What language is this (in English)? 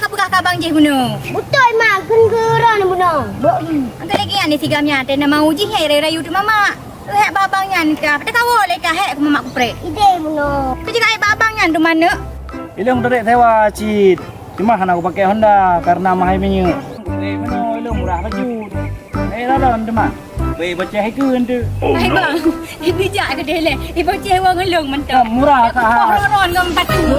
Achinese